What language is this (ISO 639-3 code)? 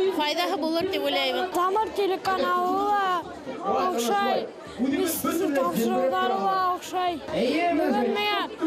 bak